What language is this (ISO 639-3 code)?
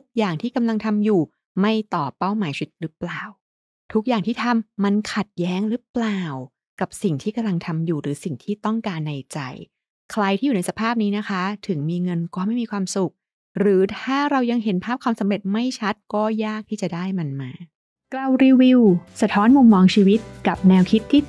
tha